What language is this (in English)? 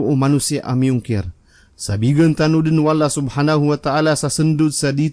Maranao